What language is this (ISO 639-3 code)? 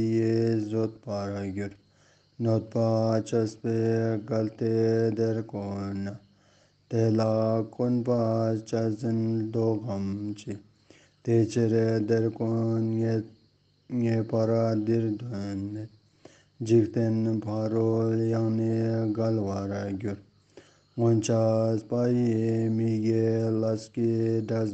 lbj